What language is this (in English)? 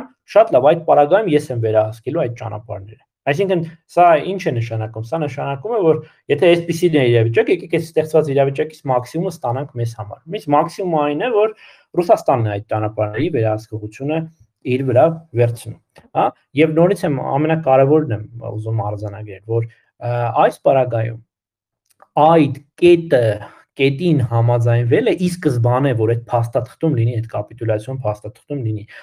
Armenian